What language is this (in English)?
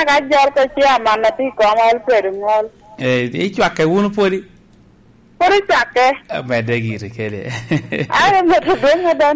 Lango (Uganda)